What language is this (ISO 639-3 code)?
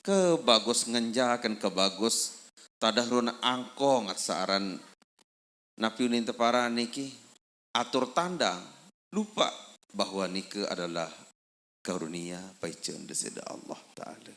sas